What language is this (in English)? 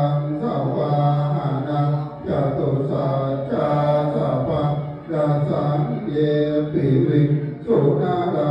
Pali